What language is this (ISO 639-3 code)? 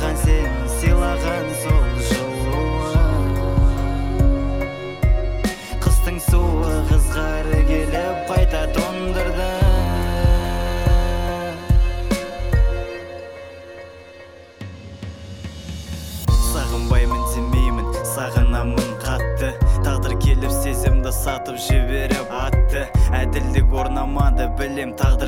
kaz